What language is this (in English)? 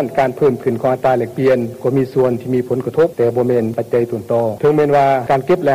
Lao